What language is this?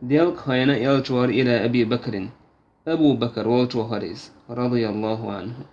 Chechen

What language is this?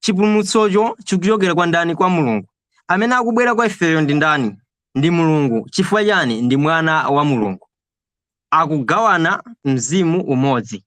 Nyanja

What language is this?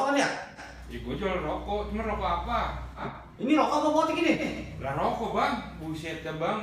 Betawi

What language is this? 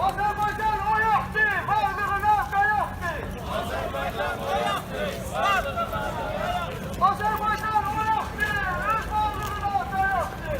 South Azerbaijani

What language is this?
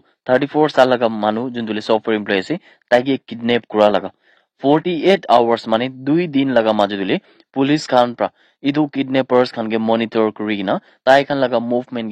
Naga Pidgin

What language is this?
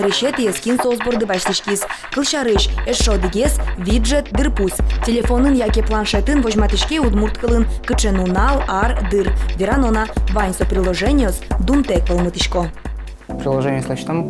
Udmurt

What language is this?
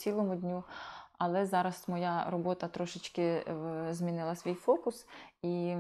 Ukrainian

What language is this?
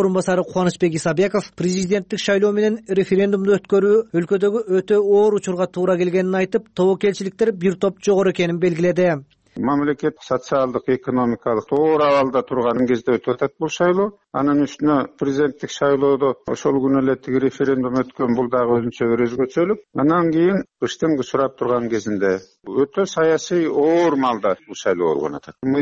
Kyrgyz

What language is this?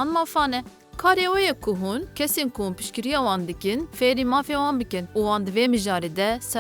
Kurdish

